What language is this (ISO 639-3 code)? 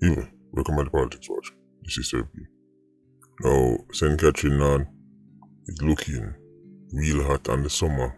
jam